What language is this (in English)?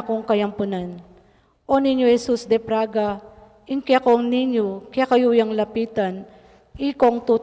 Pampanga